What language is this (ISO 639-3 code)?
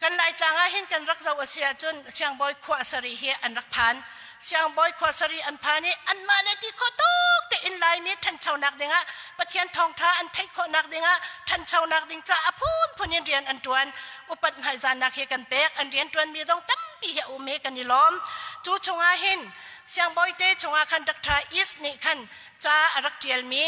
cnh